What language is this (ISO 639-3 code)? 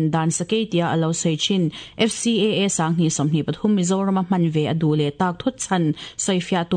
lus